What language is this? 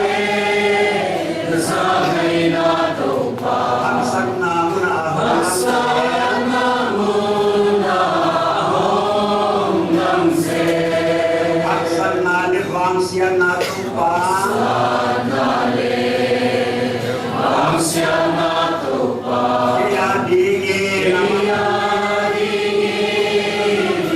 Paite Chin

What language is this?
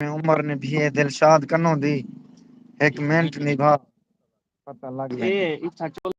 Saraiki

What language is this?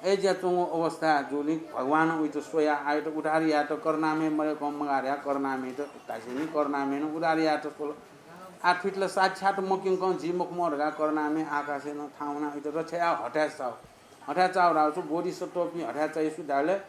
Newari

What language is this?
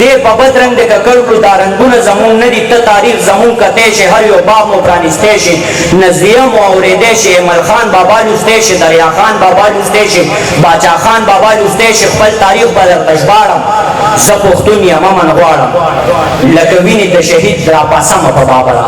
Pashto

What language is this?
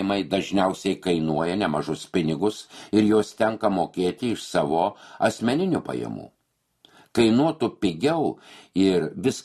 Lithuanian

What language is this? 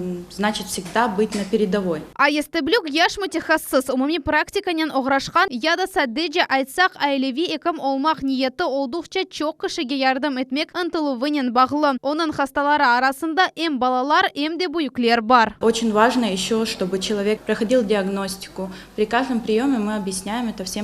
Crimean Tatar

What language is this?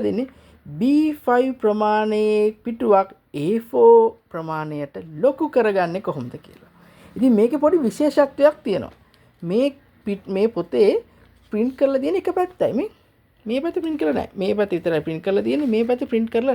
Sinhala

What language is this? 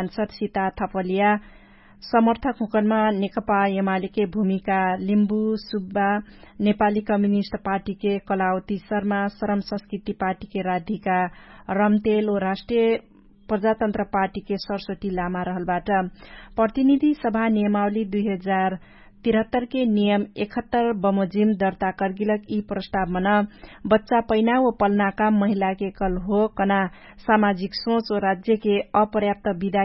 Dangaura Tharu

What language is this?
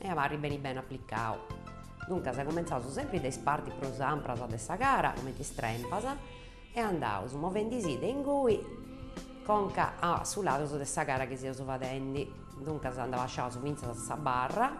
Sardinian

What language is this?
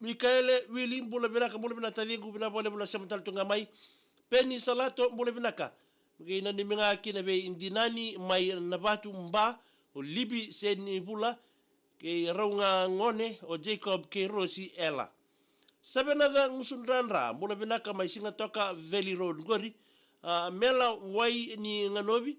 Fijian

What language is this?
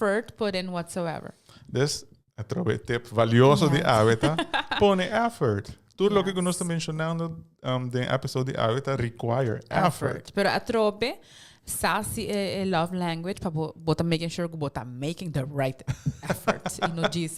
Papiamento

